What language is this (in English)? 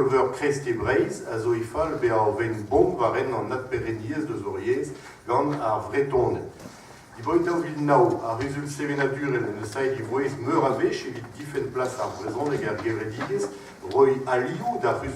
Breton